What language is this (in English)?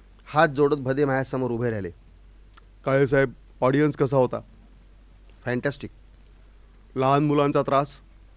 Marathi